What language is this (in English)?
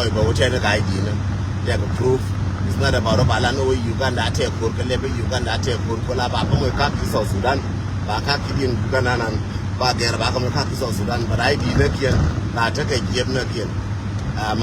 Nuer